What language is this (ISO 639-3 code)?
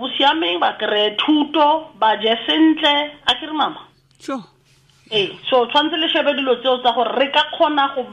tsn